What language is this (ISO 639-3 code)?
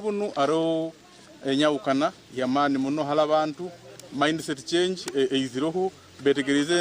nyn